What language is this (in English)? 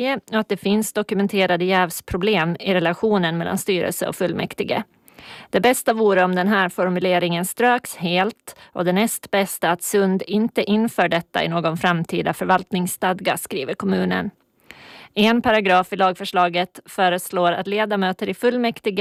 Swedish